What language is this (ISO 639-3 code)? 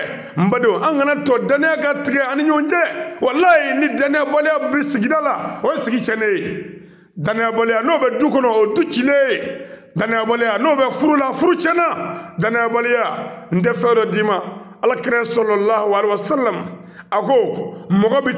bam